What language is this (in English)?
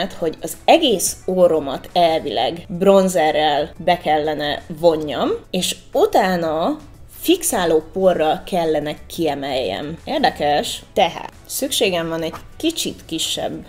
Hungarian